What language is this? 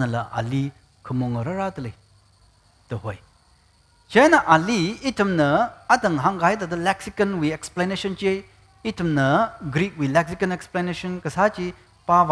Tangkhul Naga (India)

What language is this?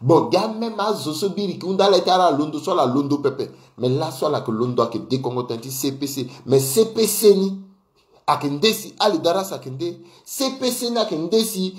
Sango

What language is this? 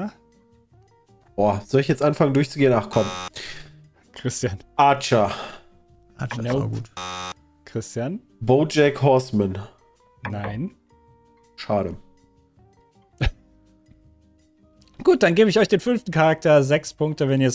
German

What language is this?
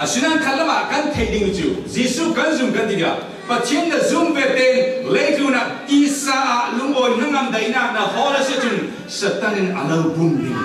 Falam Chin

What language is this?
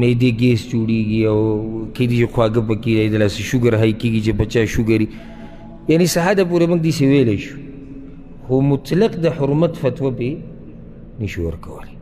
Pashto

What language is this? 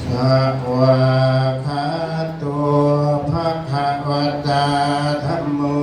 Pali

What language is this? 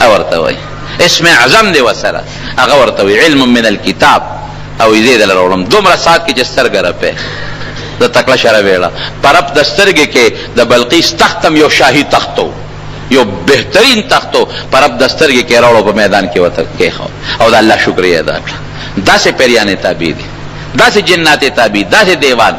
Pashto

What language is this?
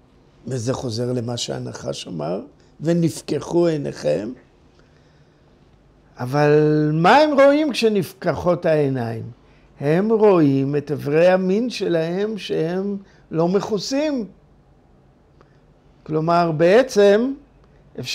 Hebrew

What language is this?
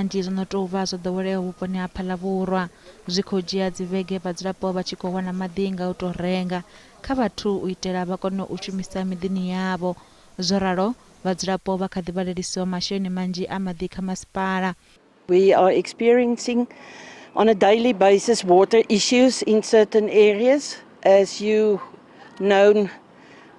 Venda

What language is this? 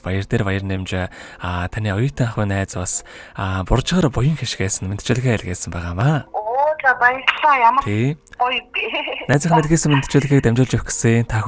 Mongolian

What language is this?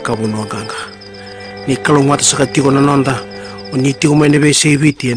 Fijian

